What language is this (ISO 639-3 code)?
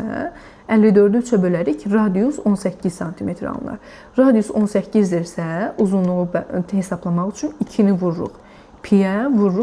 aze